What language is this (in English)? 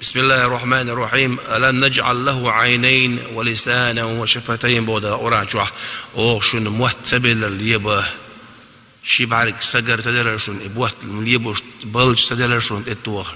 Chechen